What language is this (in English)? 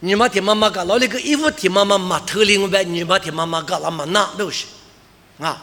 Lisu